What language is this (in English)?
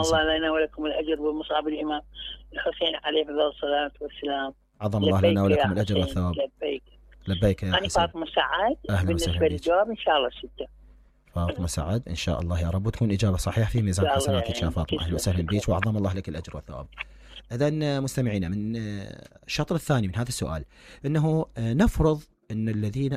Mesopotamian Arabic